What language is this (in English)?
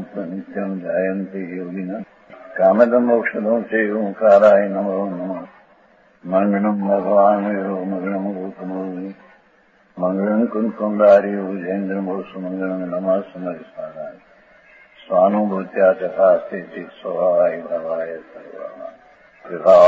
Gujarati